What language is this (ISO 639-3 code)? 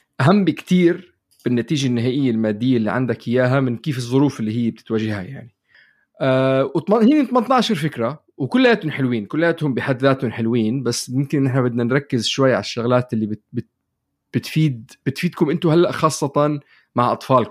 apc